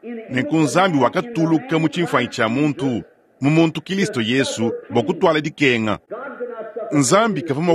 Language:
Luba-Lulua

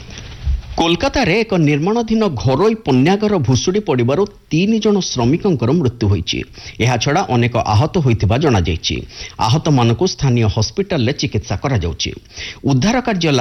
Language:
Odia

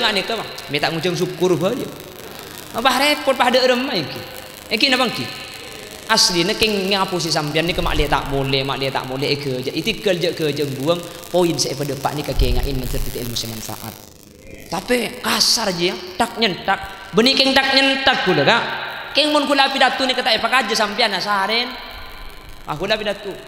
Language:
Madurese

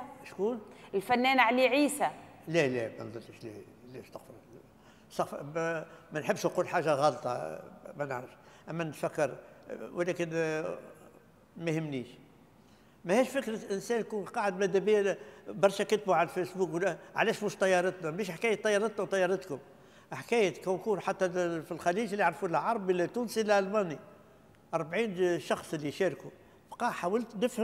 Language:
Tunisian Arabic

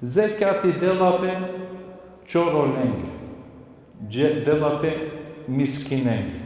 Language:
Balkan Romani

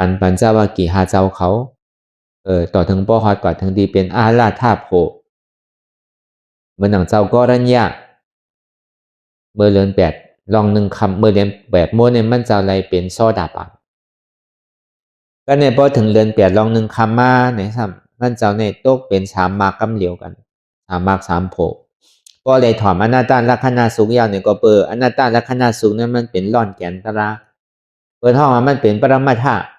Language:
Shan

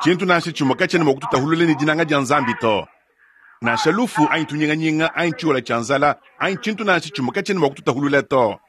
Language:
Luba-Lulua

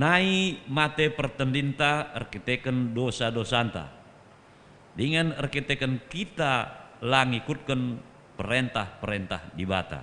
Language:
Batak Karo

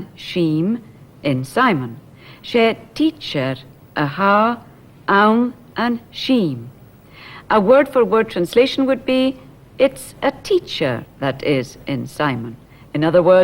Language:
Scottish Gaelic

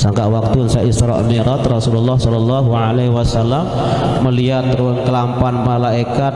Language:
Sasak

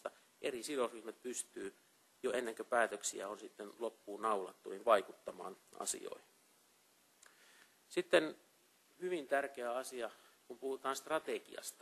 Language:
Finnish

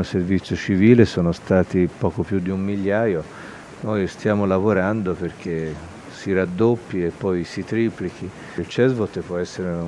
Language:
Italian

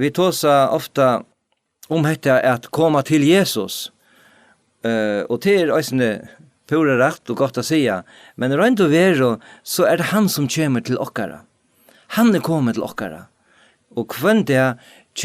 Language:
Faroese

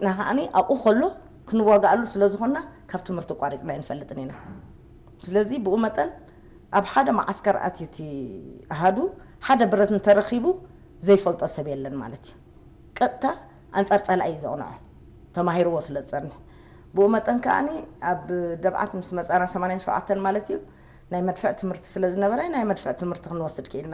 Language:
Tigrinya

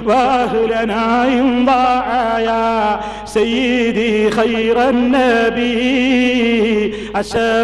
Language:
Malayalam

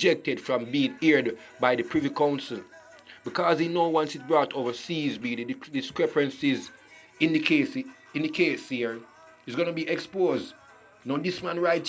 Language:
Jamaican Creole English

